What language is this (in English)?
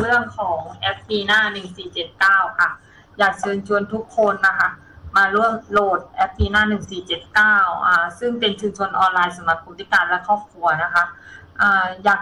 Thai